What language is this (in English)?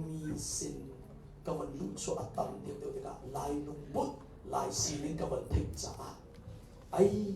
Hakha Chin